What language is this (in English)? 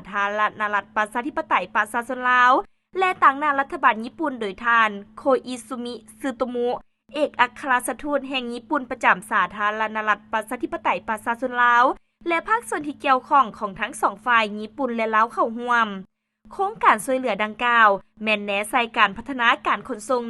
Lao